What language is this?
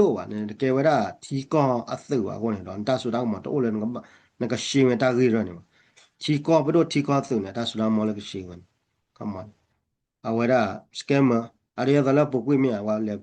S'gaw Karen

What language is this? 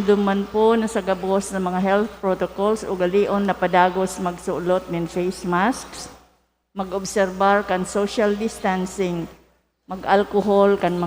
Bikol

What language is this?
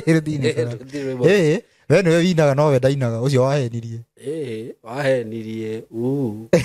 Kikuyu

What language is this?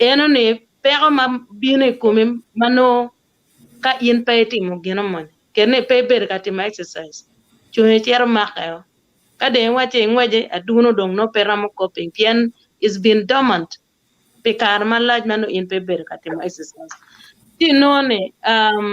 Acoli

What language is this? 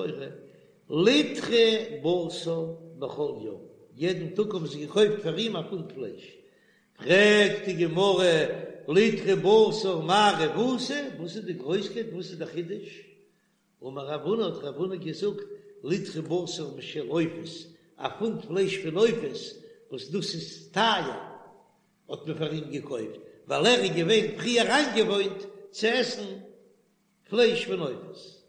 Yiddish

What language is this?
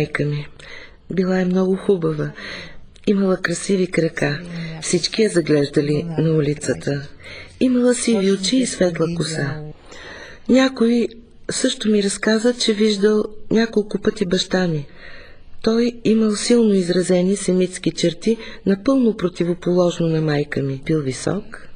Bulgarian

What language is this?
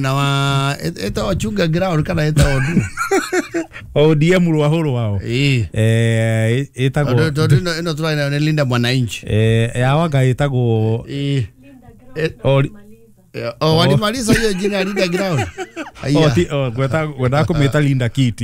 Kikuyu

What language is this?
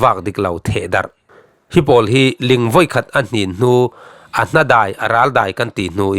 Falam Chin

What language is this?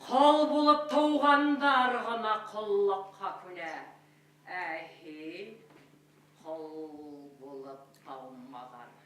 Bashkir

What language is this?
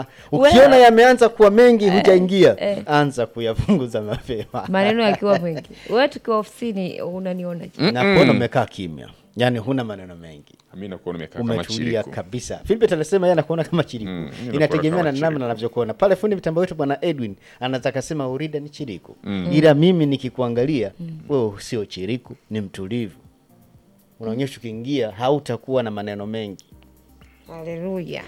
Swahili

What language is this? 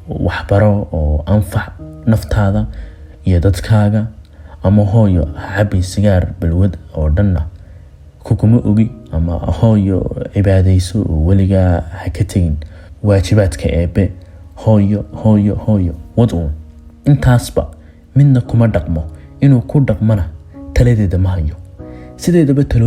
Somali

